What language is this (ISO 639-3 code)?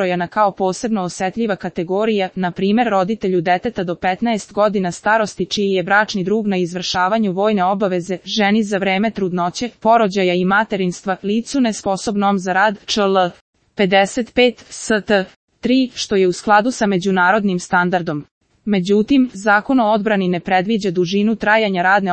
srp